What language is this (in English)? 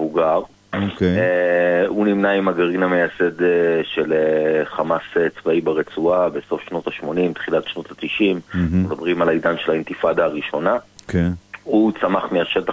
Hebrew